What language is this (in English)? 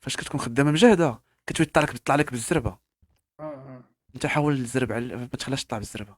Moroccan Arabic